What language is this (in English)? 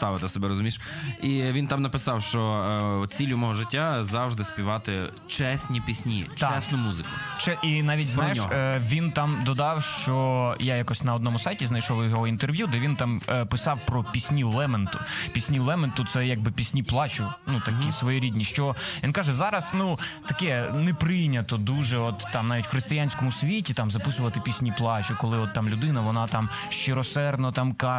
Ukrainian